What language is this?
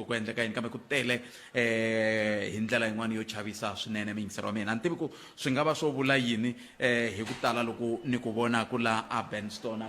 Tsonga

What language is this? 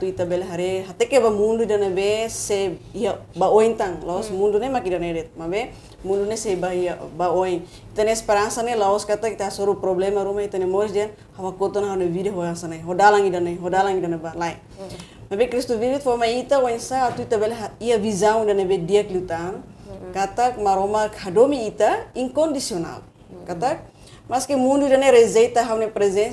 Tetum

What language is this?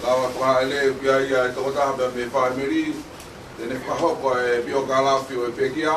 Tongan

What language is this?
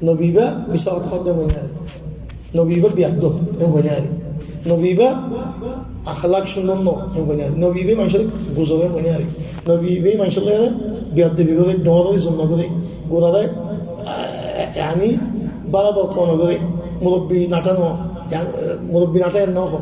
Rohingya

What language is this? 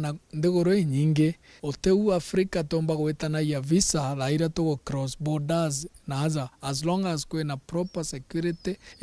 Meru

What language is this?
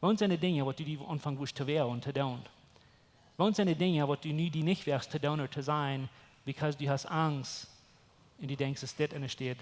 Plautdietsch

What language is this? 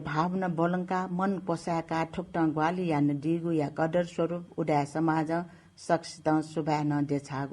Newari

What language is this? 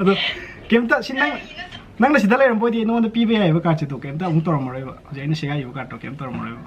Manipuri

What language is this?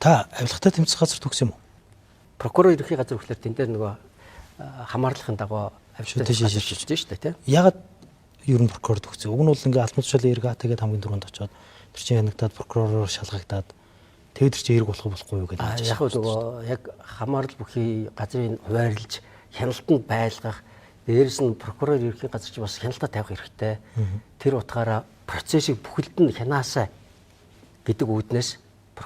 Mongolian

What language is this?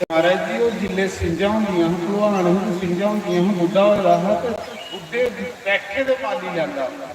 Dogri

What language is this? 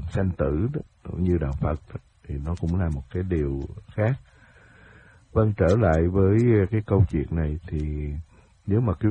Vietnamese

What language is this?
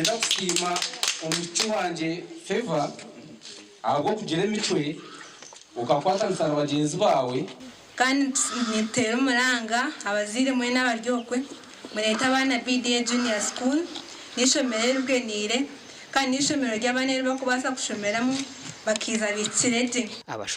Nyankole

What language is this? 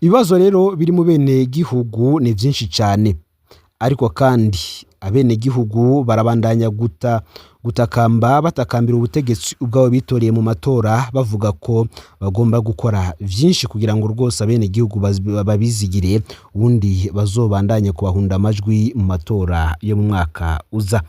Rundi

